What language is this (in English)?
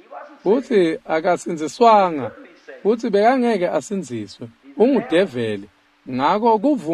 Swati